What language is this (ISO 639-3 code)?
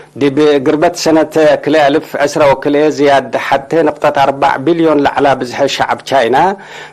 tig